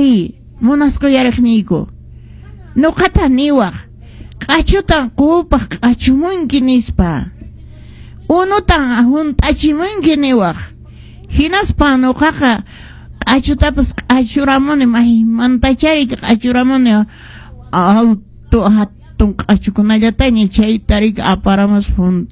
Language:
Quechua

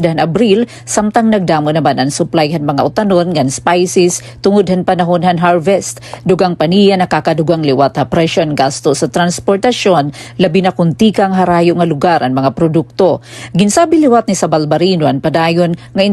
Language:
Waray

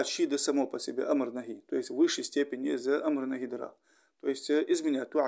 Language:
Ingush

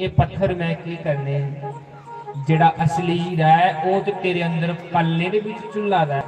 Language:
Dogri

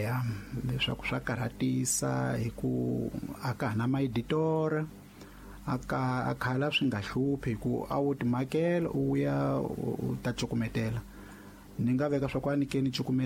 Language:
Tsonga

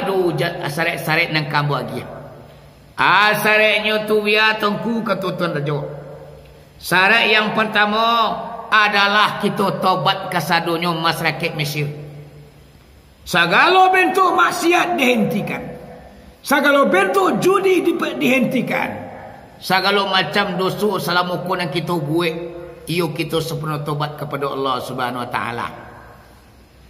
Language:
Minangkabau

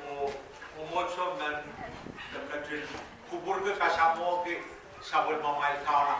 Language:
Pohnpeian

